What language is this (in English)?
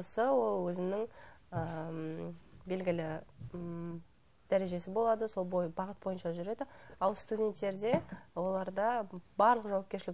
Kazakh